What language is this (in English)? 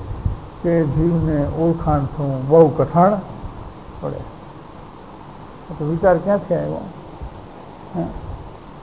Gujarati